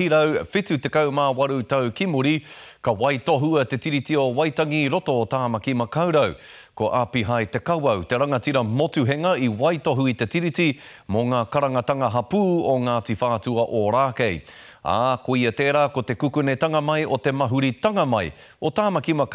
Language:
Māori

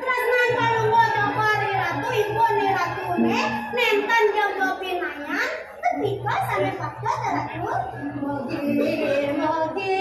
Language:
Balinese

